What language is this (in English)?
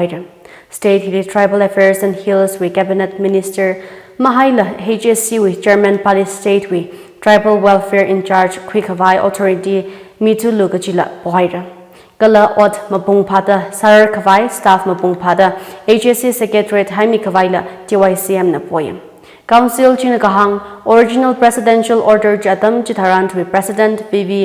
Tangkhul Naga (India)